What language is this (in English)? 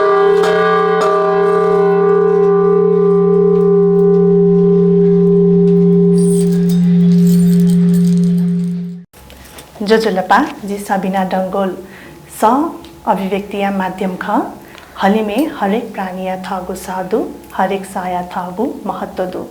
Newari